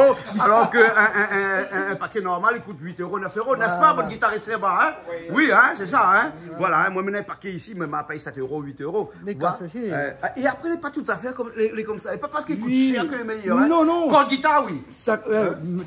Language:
Réunion Creole French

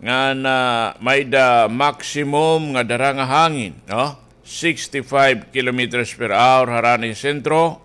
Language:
Waray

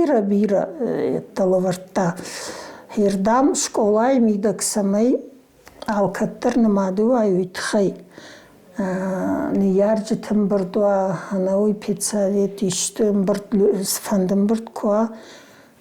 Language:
Ossetic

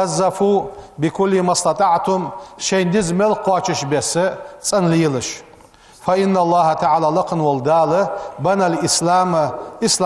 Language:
Ingush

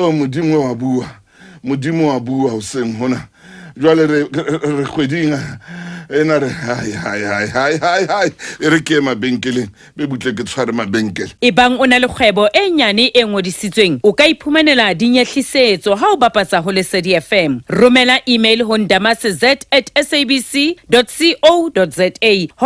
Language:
Southern Sotho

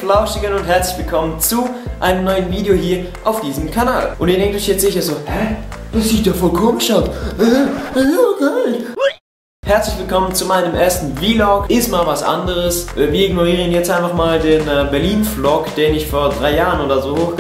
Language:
Swiss German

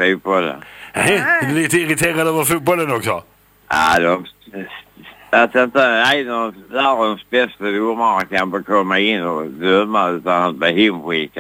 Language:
Swedish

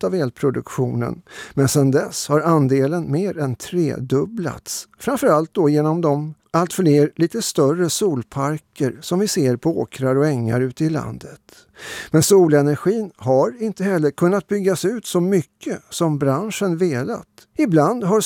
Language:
Swedish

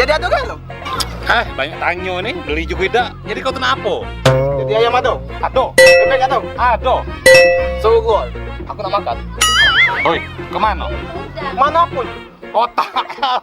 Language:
Musi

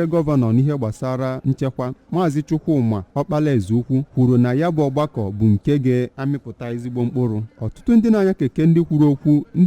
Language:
Igbo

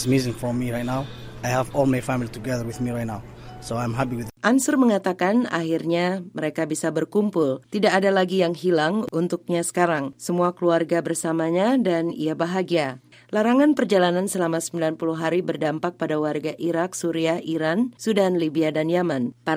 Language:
Indonesian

